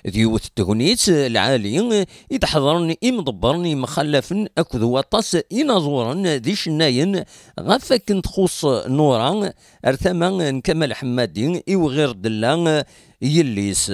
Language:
Kabyle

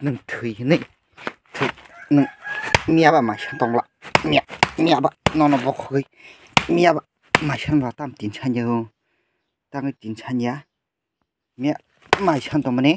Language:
Kok Borok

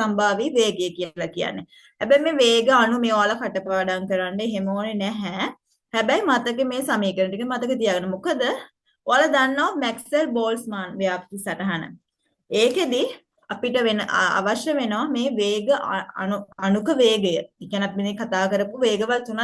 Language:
Sinhala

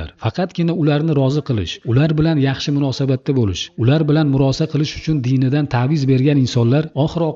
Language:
Uzbek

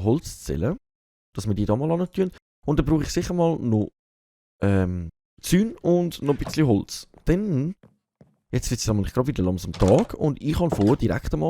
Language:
Swiss German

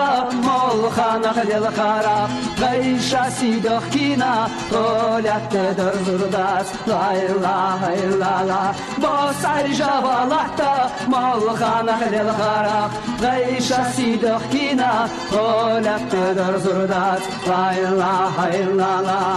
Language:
Chechen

